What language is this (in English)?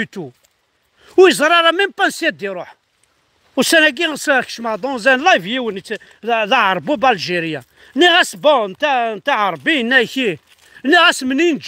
Kabyle